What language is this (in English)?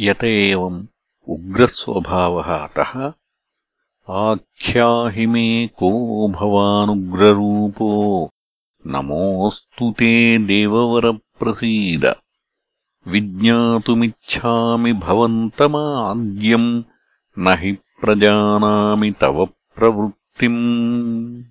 Sanskrit